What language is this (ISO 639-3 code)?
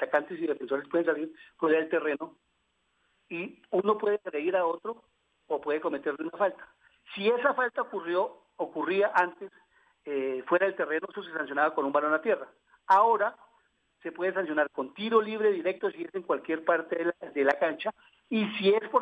spa